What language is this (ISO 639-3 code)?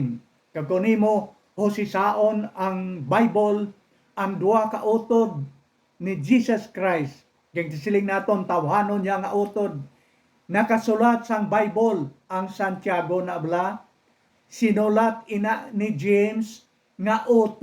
hil